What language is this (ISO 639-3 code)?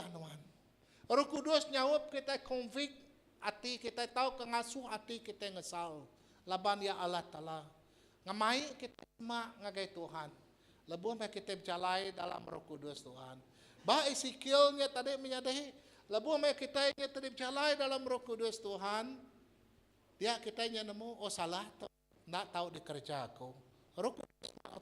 iba